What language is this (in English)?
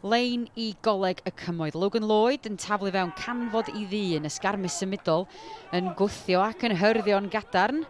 Welsh